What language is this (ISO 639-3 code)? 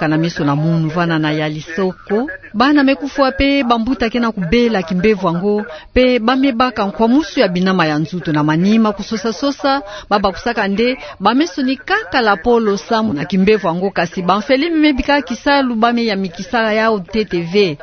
ktu